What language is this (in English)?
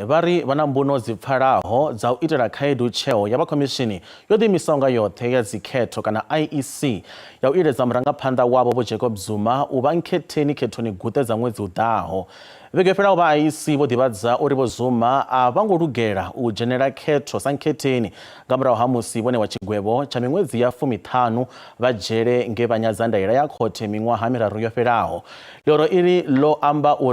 Venda